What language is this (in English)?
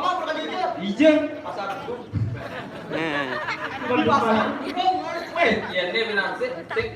Balinese